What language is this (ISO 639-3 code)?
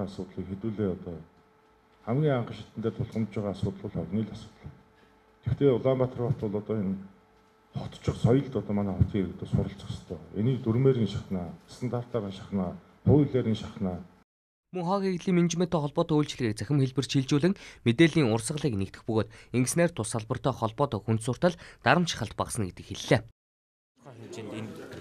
mon